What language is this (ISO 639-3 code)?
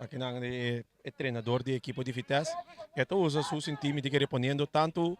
pap